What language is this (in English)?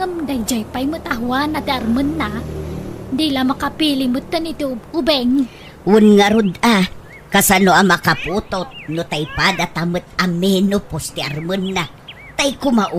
Iloko